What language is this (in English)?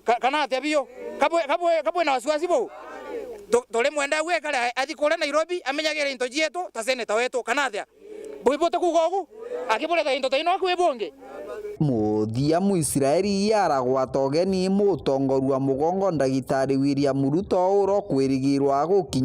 Meru